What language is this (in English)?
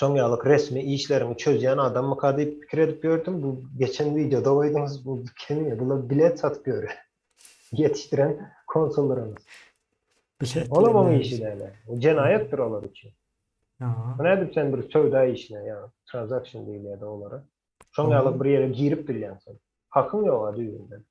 Turkmen